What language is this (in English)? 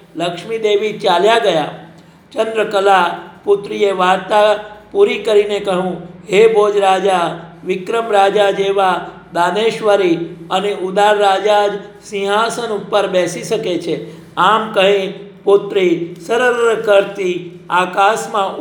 Gujarati